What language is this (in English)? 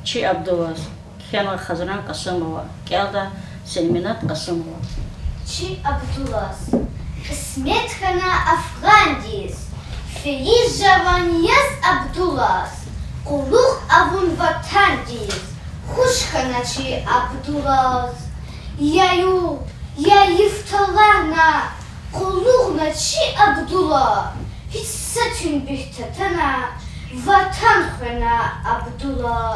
Lezghian